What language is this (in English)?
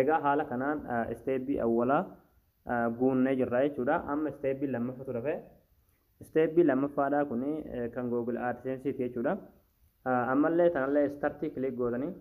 Oromo